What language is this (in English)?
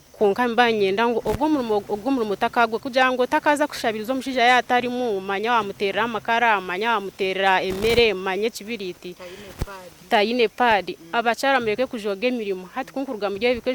Nyankole